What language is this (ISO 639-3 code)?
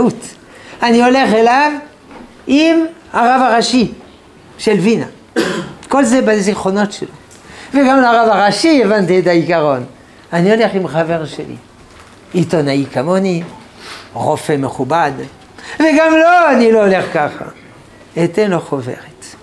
heb